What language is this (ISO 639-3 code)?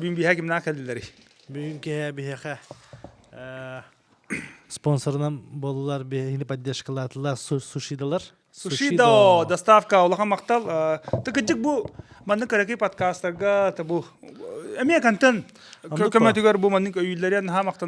sah